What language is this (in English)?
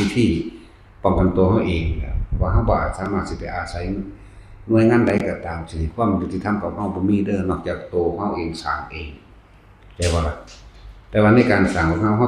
Northeastern Thai